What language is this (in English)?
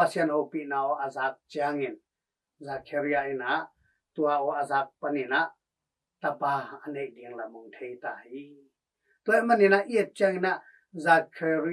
Tedim Chin